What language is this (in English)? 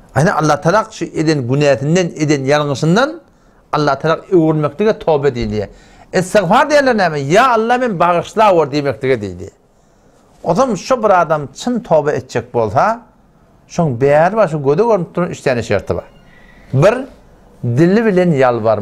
Turkmen